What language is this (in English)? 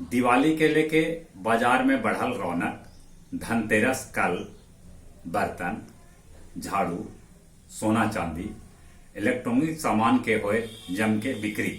Magahi